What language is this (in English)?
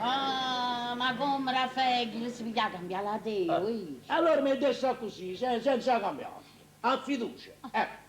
Neapolitan